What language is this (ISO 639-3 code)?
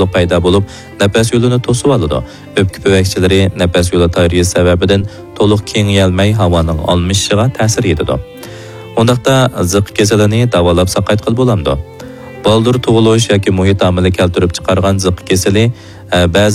uig